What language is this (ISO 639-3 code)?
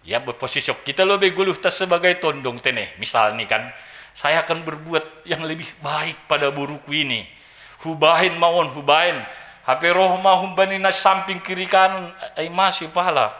bts